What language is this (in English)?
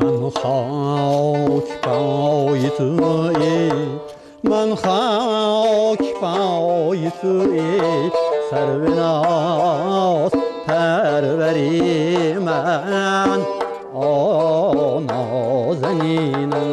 Tajik